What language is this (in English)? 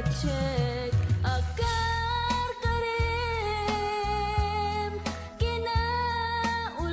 Iloko